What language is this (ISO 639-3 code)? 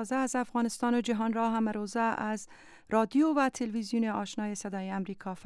fas